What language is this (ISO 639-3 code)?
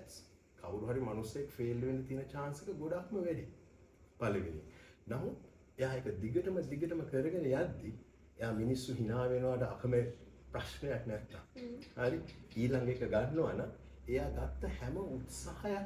sin